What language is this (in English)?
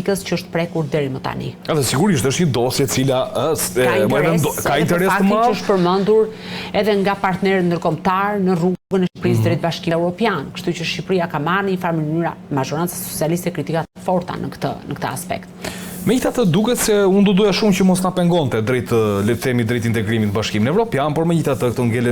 Albanian